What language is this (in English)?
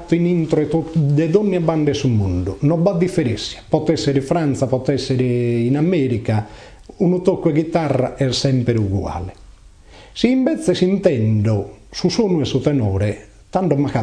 Sardinian